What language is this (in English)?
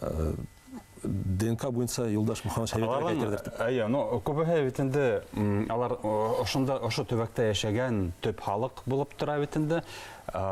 Bashkir